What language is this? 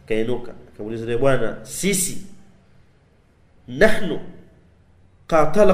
Swahili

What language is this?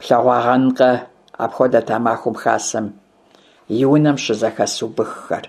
Kabardian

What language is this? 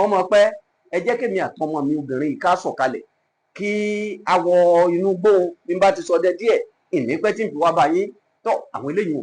Yoruba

